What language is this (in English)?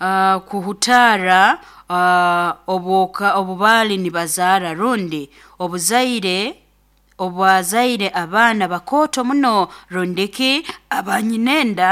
Nyoro